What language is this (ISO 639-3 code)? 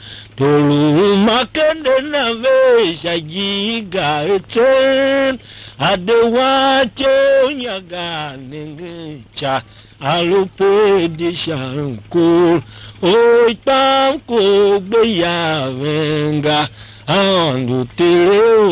tiv